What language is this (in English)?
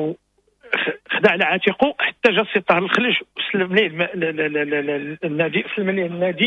Moroccan Arabic